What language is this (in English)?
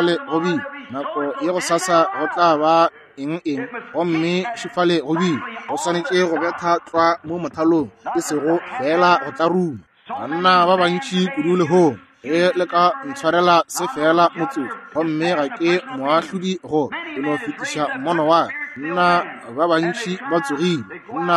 Northern Sotho